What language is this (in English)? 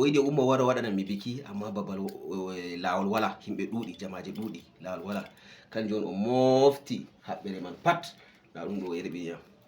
Fula